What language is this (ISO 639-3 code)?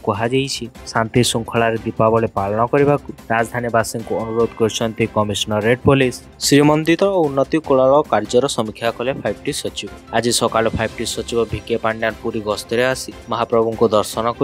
ori